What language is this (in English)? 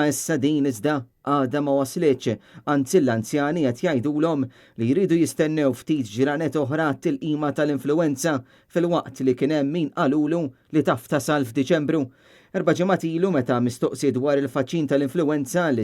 Maltese